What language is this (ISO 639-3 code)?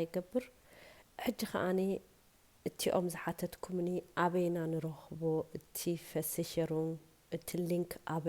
tir